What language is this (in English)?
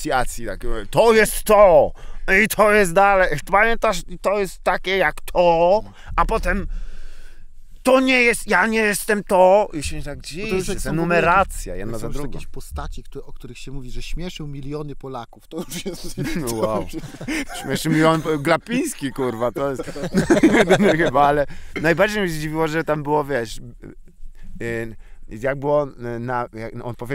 Polish